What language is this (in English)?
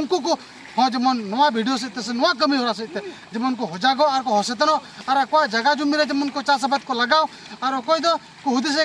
Santali